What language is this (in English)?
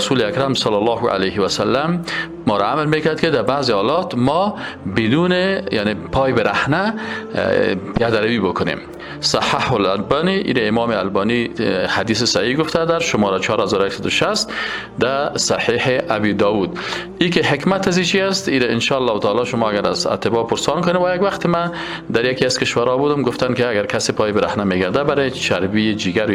Persian